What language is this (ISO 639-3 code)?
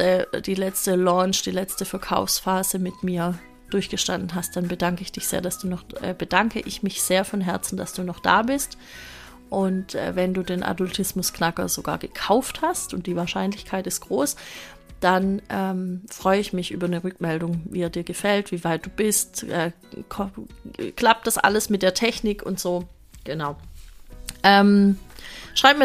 deu